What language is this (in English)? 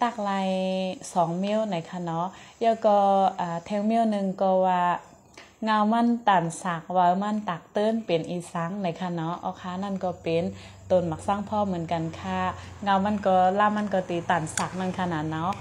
Shan